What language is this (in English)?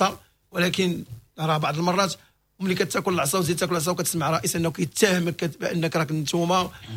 Moroccan Arabic